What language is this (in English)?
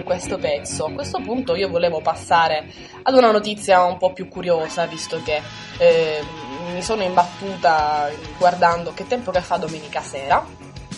Italian